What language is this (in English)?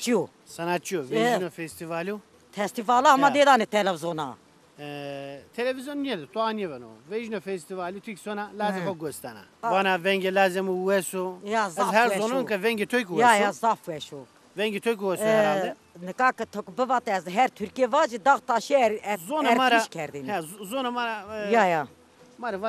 Zaza